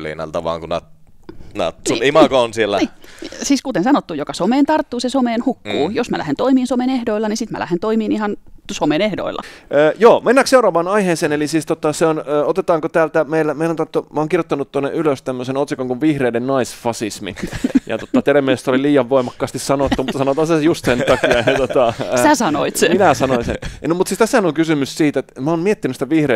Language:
Finnish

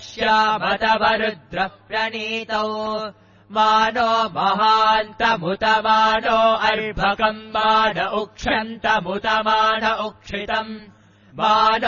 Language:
Sanskrit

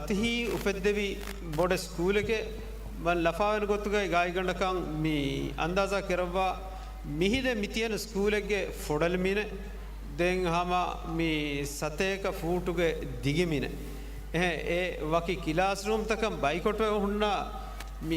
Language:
Divehi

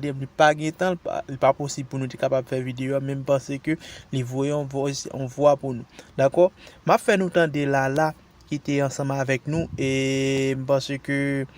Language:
Haitian Creole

